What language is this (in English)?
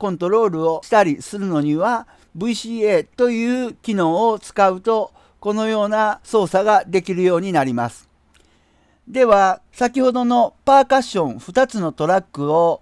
Japanese